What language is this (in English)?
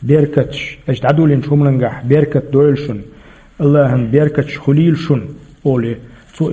Chechen